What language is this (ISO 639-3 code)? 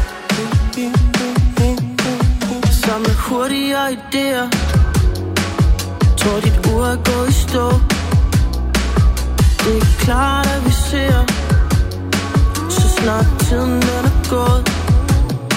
dan